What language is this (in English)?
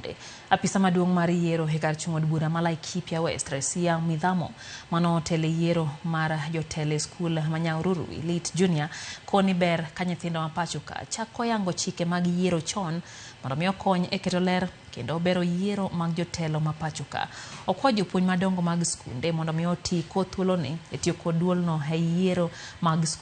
Luo (Kenya and Tanzania)